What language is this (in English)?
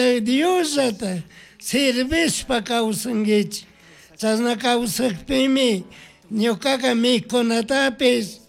Chimborazo Highland Quichua